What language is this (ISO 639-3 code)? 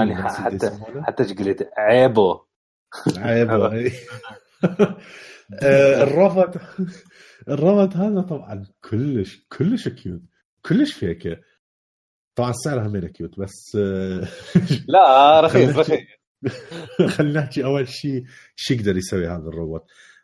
acm